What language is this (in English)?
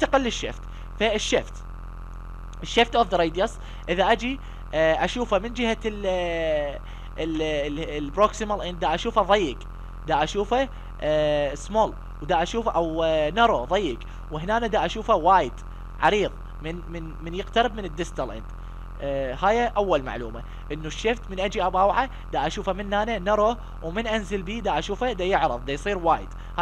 Mesopotamian Arabic